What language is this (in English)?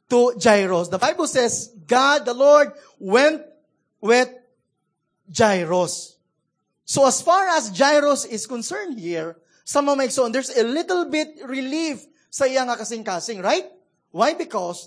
Cebuano